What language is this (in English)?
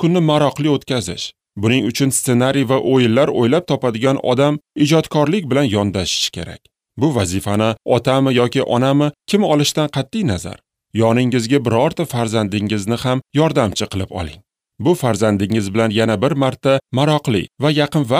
Uzbek